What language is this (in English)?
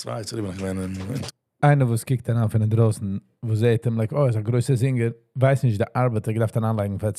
Yiddish